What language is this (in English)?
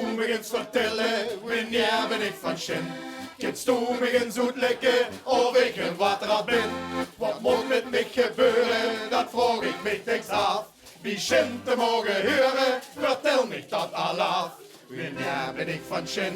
Limburgish